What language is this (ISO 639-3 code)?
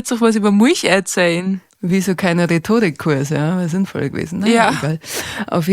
bar